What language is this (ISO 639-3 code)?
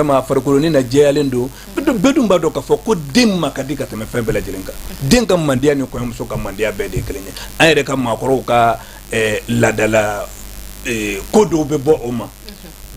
bam